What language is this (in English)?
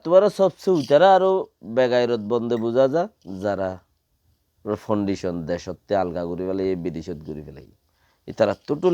Rohingya